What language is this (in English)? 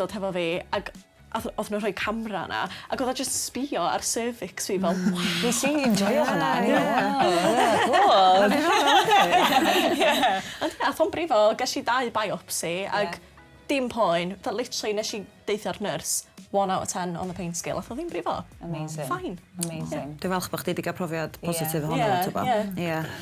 Welsh